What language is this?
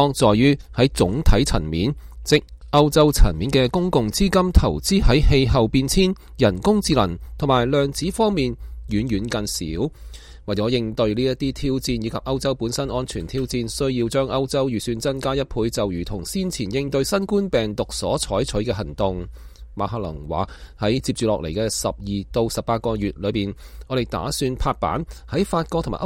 Cantonese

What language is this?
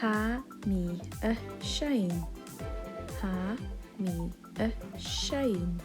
Scottish Gaelic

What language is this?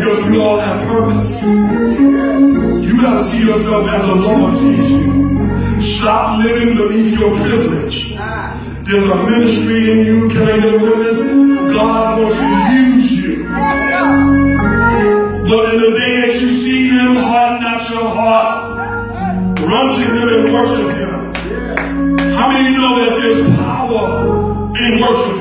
English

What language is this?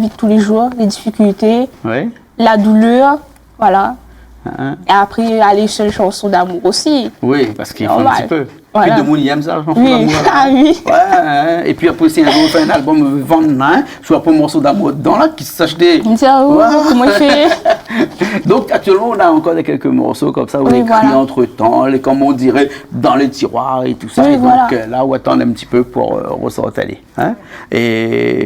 Réunion Creole French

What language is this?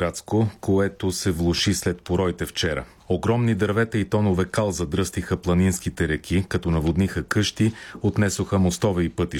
Bulgarian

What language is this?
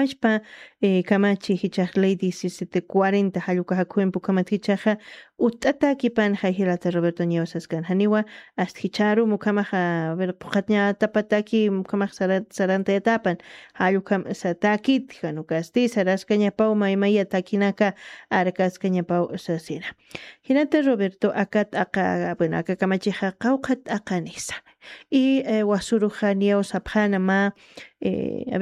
Aymara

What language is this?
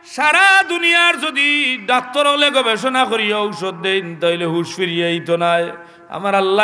Sylheti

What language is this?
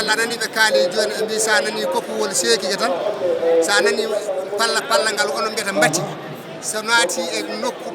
Fula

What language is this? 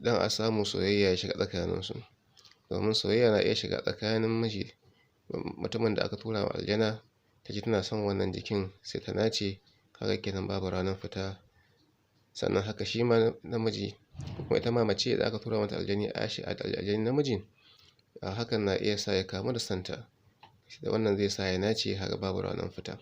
Hausa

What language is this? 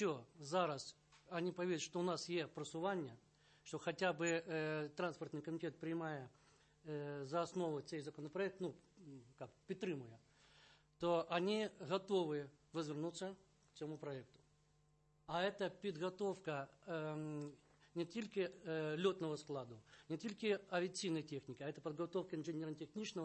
Ukrainian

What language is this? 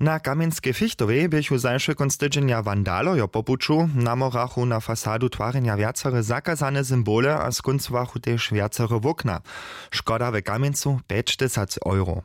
Upper Sorbian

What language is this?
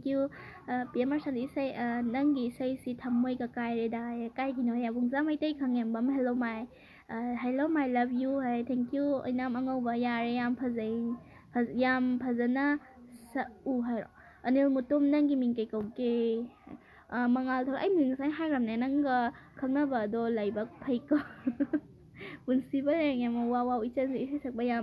Manipuri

